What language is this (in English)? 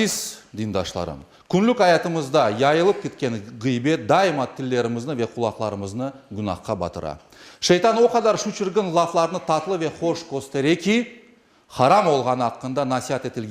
Crimean Tatar